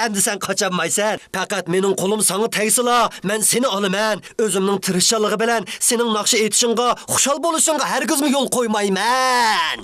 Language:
Uyghur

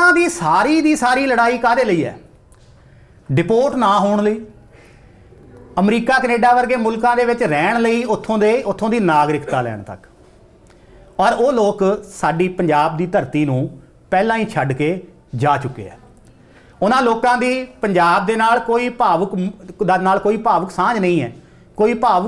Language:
Punjabi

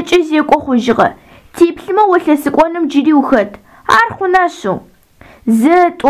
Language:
Adyghe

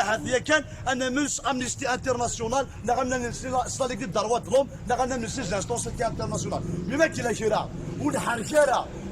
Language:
Kabyle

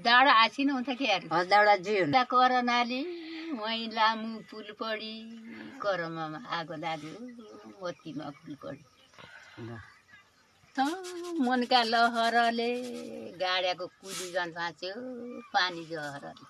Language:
Nepali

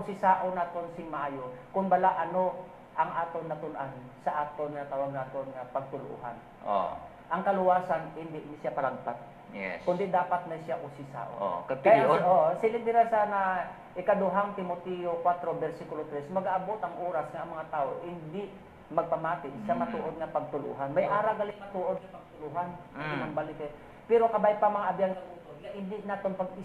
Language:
Hiligaynon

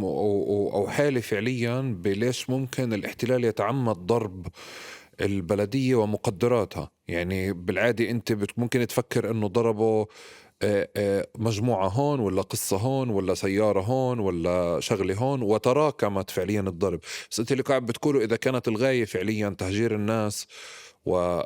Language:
North Levantine Arabic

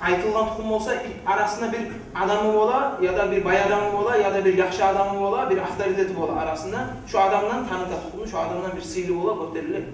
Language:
Kumyk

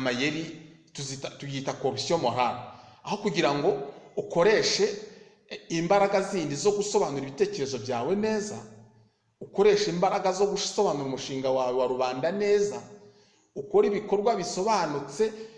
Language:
Kinyarwanda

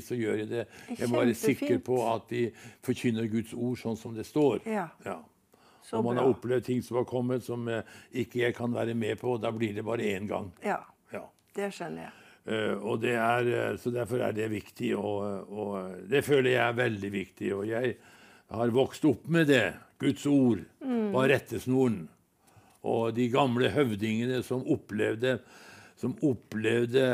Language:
Norwegian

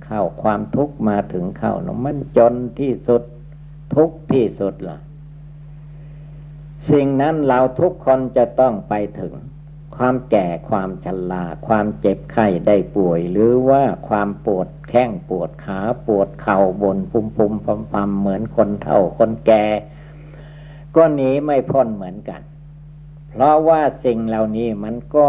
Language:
Thai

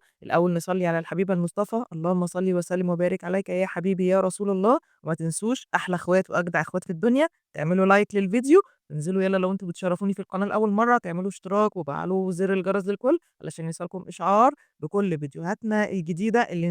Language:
Egyptian Arabic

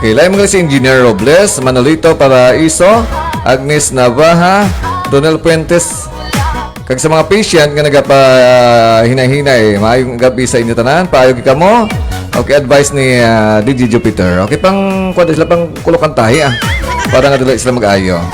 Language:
Hiligaynon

